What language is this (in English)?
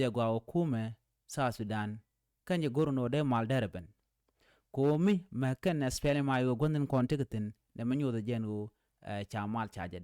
Nuer